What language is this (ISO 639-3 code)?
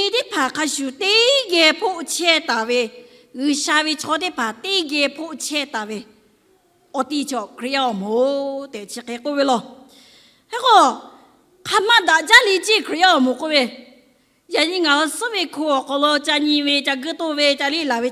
lhu